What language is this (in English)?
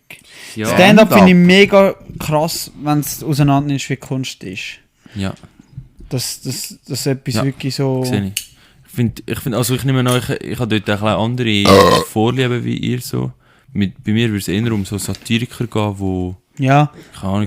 Swiss German